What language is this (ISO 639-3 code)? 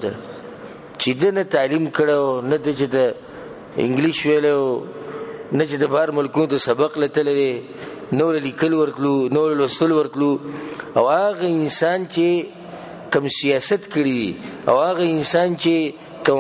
pus